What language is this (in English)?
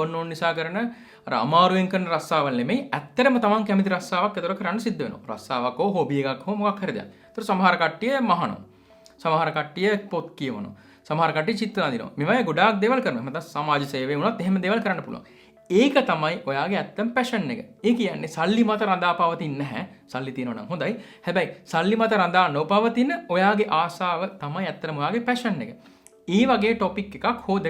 Sinhala